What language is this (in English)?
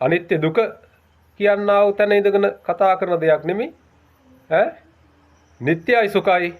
Sinhala